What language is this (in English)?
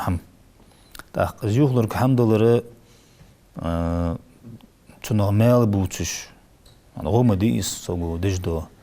Ingush